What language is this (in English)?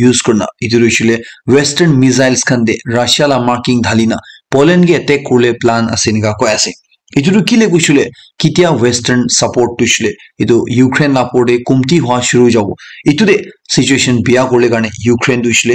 Naga Pidgin